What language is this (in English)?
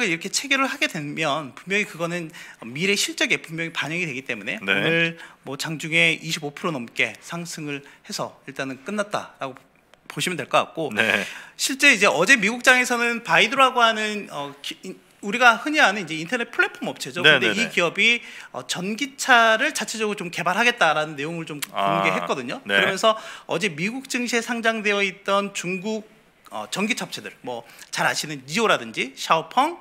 Korean